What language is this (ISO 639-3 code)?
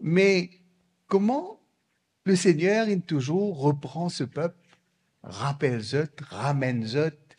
mfe